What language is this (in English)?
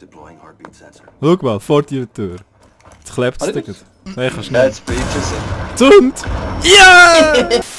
Swiss German